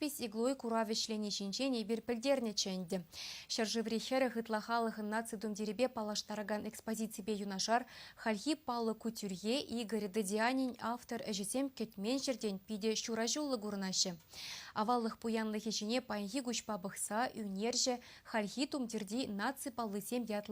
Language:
Chuvash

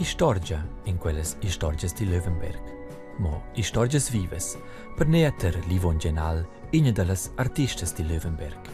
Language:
Romansh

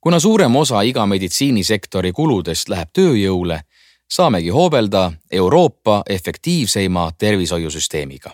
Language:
Estonian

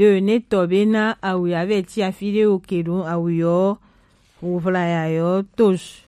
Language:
Gen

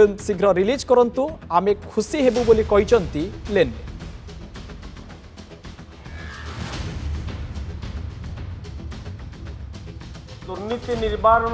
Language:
Odia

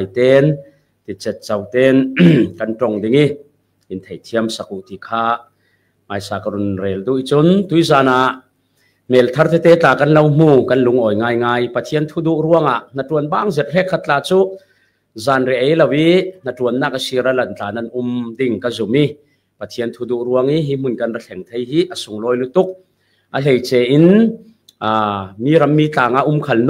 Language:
Falam Chin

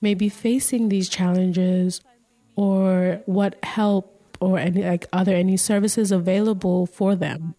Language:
Bislama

